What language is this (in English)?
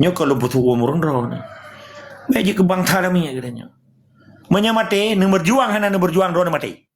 Achinese